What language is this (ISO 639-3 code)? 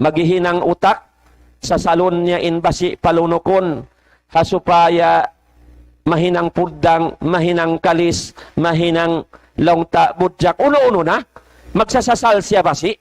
tsg